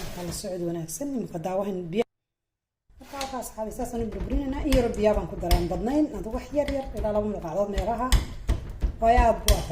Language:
Somali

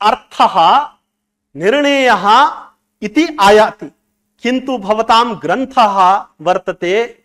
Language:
Sanskrit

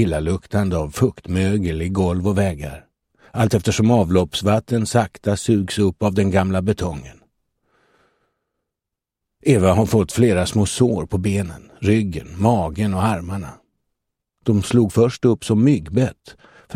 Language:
Swedish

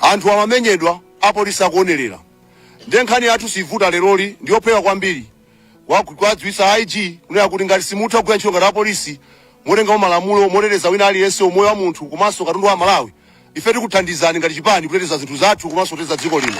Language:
Nyanja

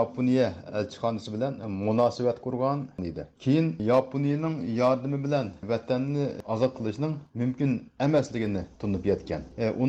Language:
Uyghur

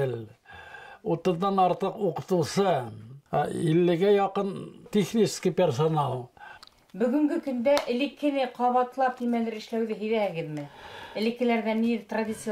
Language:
Bashkir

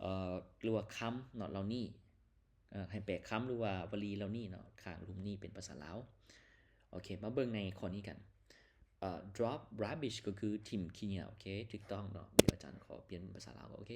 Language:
Lao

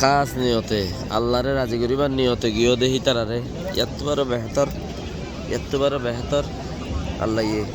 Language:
Rohingya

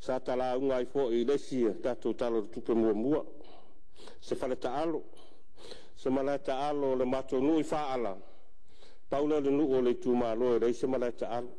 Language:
Samoan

